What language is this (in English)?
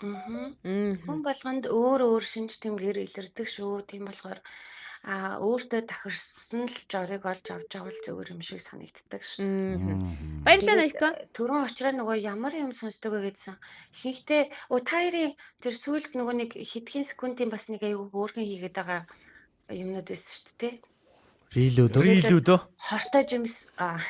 Mongolian